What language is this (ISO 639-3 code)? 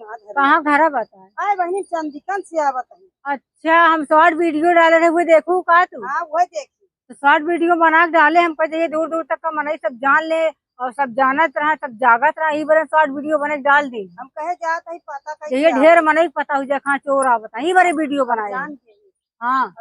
awa